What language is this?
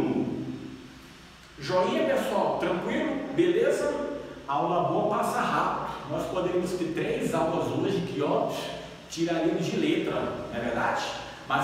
Portuguese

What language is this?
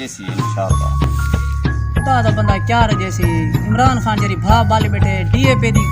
Saraiki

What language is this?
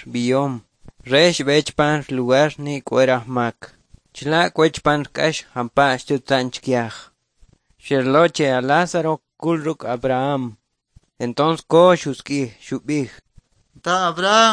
Kʼicheʼ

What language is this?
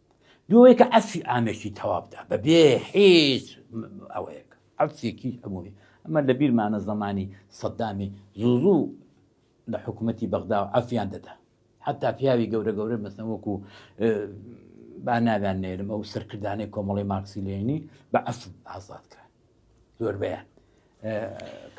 Central Kurdish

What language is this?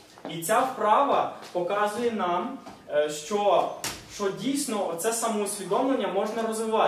Ukrainian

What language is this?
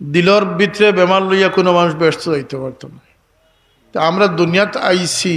Sylheti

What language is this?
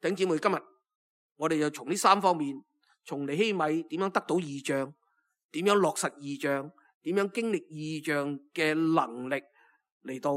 Cantonese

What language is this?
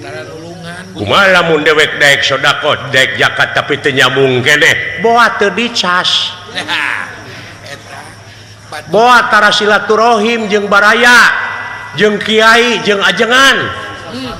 Sundanese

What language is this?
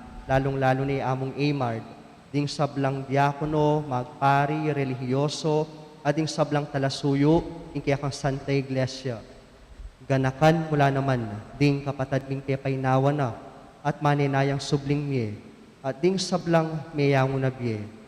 Pampanga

